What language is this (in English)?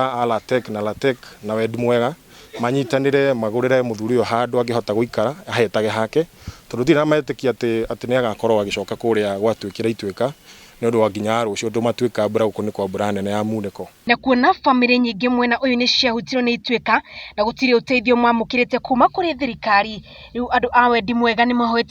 Kikuyu